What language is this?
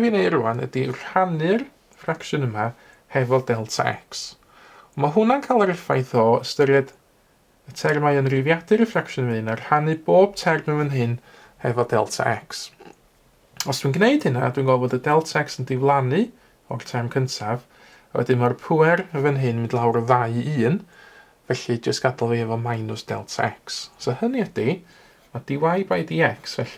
Welsh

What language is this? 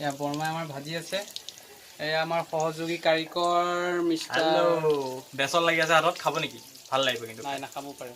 Assamese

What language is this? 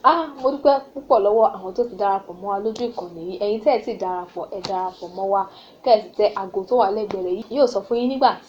Yoruba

